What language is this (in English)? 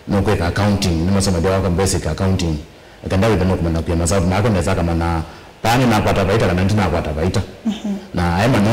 Kamba